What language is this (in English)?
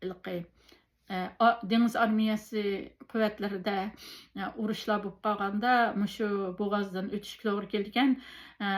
Uyghur